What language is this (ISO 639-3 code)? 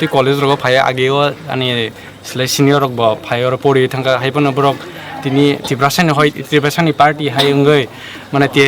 trp